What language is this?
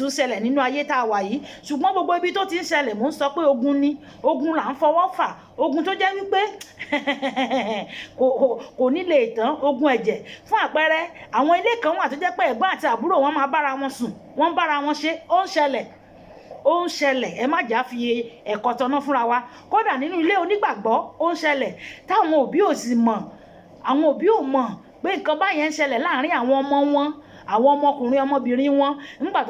Yoruba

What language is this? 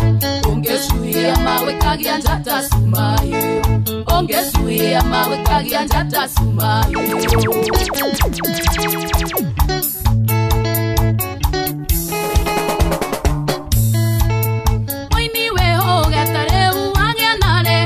Kikuyu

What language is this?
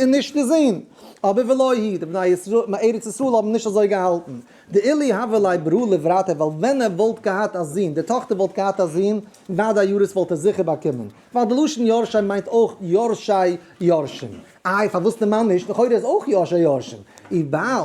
Yiddish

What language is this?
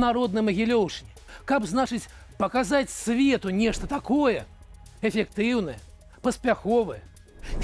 Belarusian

